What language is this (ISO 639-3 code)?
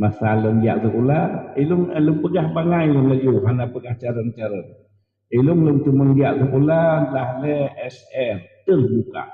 ace